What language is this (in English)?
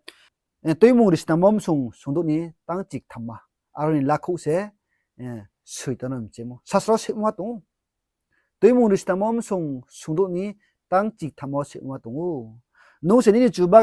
Riang (India)